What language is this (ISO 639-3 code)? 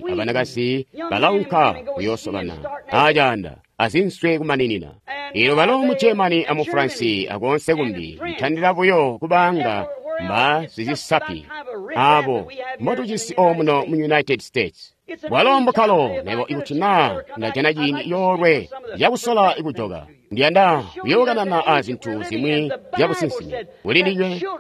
toi